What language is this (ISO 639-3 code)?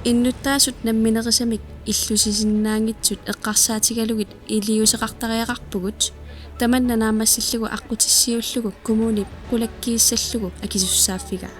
kal